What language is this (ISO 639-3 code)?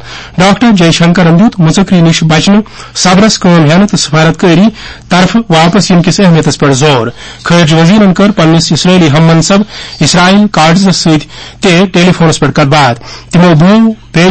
kas